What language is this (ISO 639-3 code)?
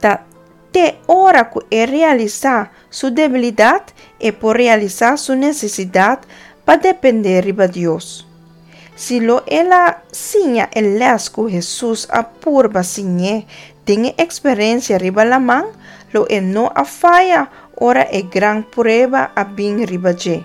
pap